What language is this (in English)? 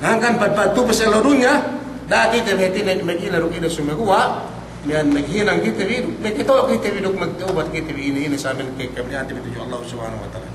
Yakan